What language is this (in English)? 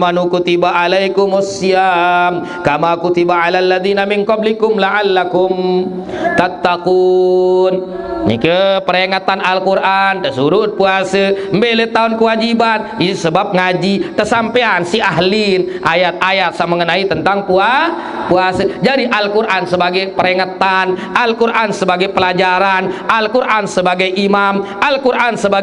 Sasak